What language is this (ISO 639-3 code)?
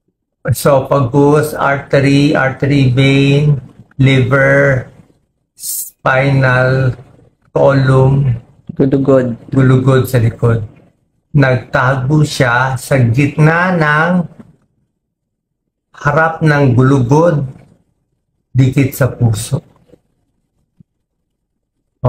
fil